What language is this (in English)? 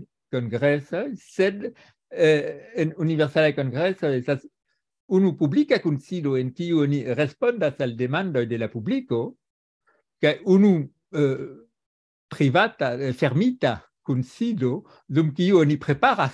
Esperanto